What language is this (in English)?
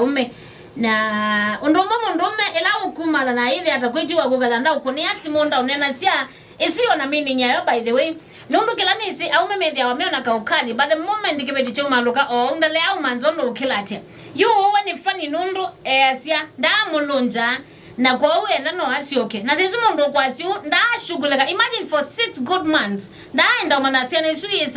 Kamba